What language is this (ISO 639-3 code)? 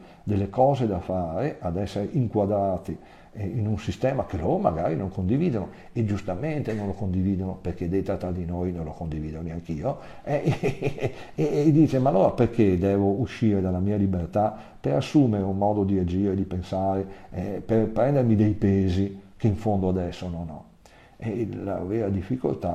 ita